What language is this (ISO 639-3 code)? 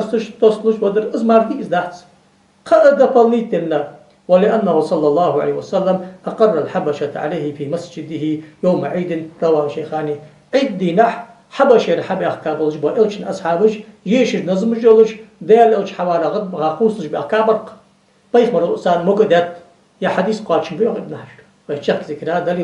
inh